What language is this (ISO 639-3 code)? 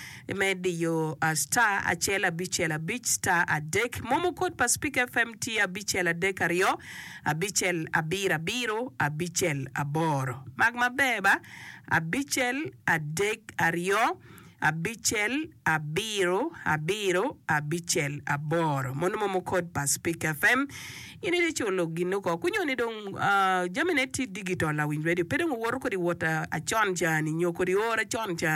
ach